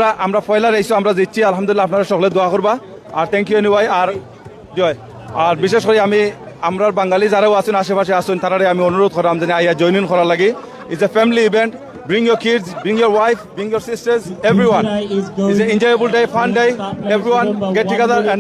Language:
Sylheti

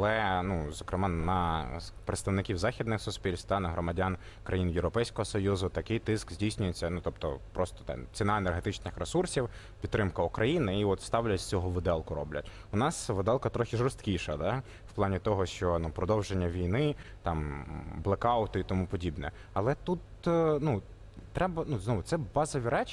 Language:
Ukrainian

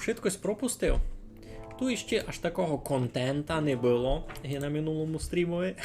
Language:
Rusyn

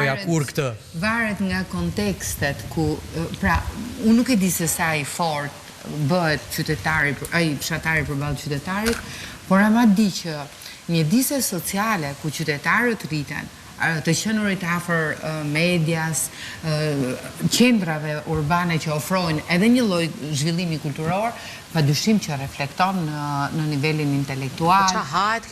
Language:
Albanian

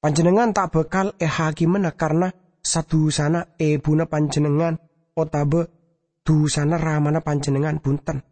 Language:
Madurese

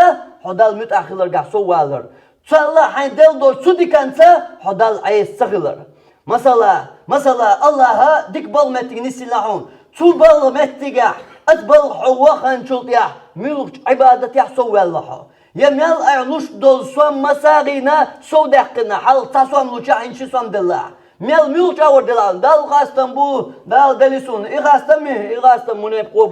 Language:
Chechen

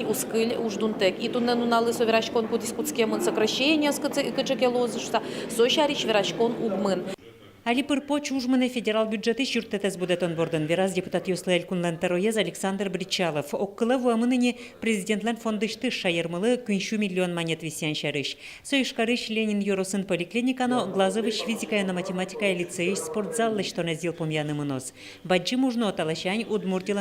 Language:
Udmurt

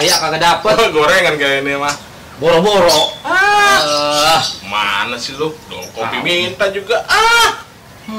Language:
Betawi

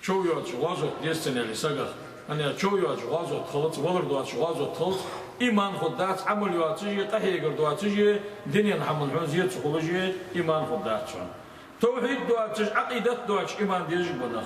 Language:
Ingush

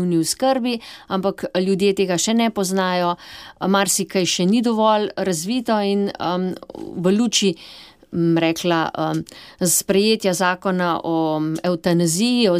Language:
Slovenian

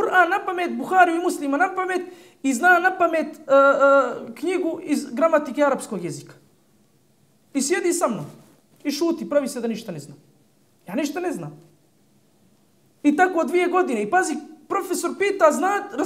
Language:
Bosnian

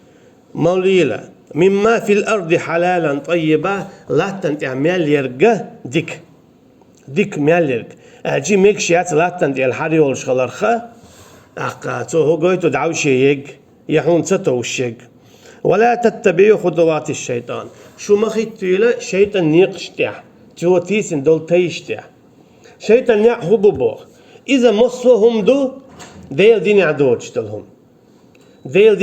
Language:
Chechen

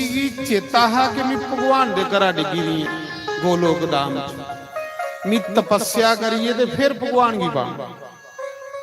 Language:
Dogri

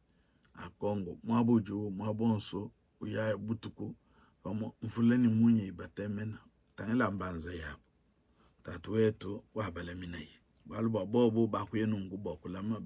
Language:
Luba-Lulua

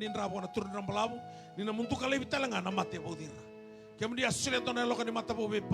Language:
Fijian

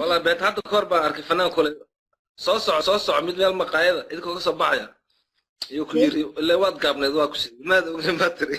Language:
Somali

